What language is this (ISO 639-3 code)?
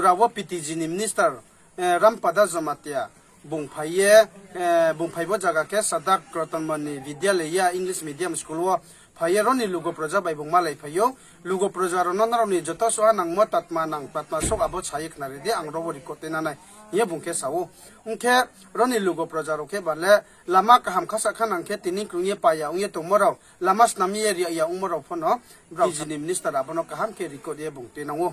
ria